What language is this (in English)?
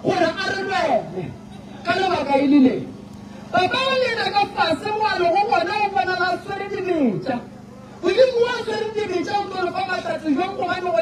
Northern Sotho